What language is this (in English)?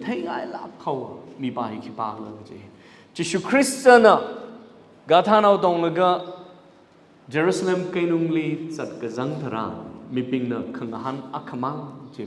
Tangkhul Naga (India)